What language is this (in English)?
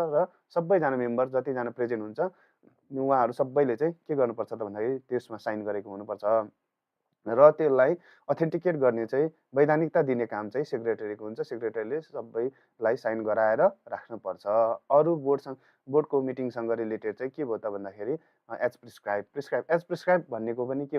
Nepali